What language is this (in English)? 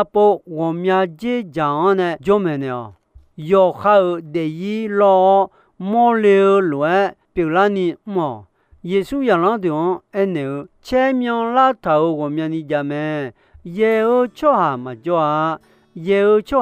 Akha